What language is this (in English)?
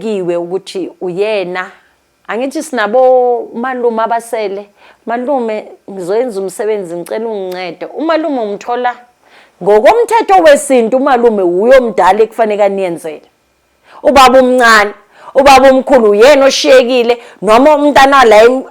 Zulu